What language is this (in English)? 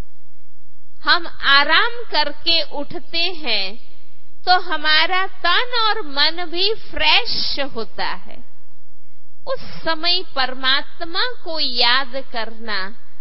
Hindi